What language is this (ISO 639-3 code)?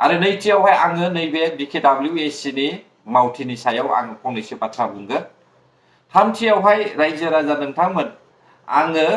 brx